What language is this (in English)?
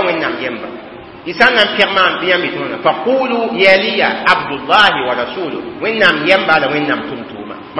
Mossi